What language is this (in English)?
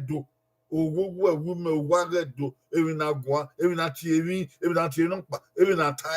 Bini